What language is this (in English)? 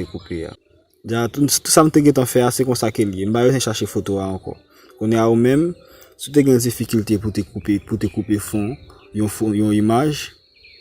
Haitian Creole